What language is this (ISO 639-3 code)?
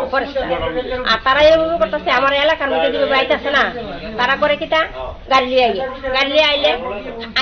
trp